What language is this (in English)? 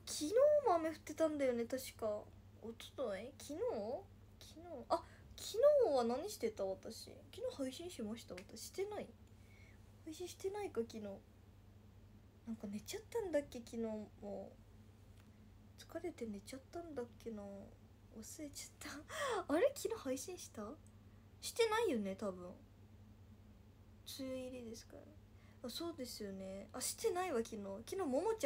Japanese